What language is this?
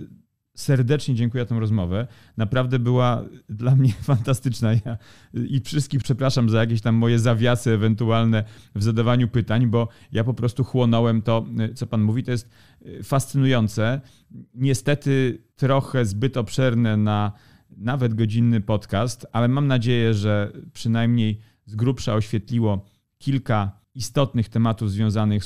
Polish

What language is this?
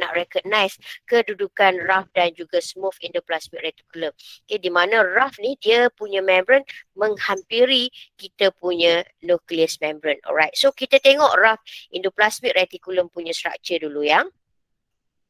Malay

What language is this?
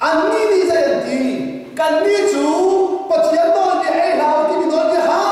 Hakha Chin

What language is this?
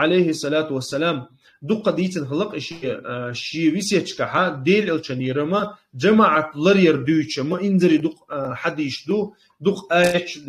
Chechen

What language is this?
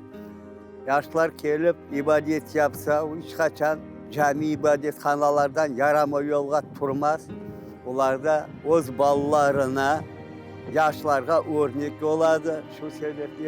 Crimean Tatar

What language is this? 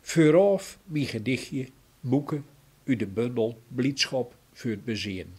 Gronings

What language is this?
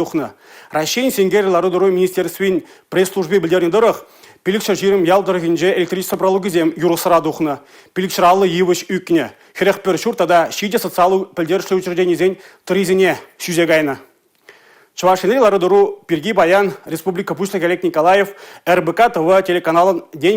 Chuvash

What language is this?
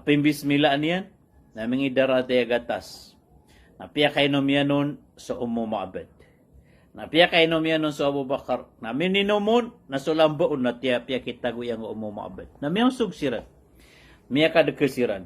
Maranao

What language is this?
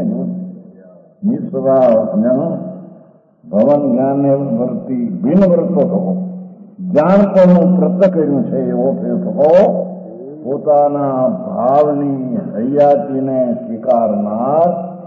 Gujarati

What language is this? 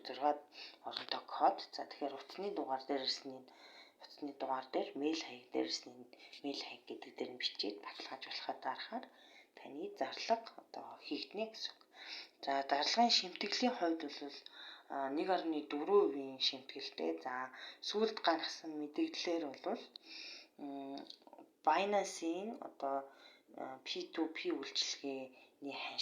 Mongolian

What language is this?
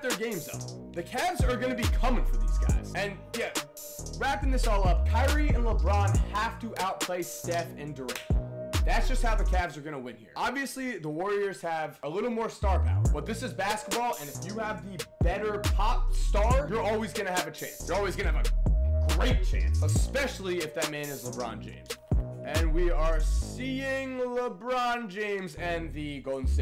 English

